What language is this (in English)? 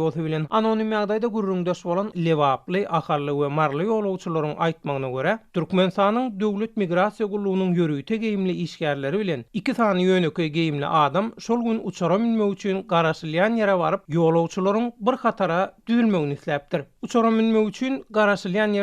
Turkmen